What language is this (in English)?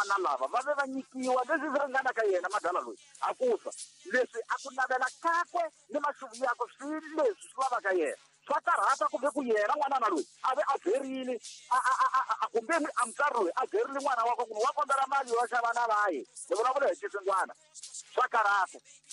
Tsonga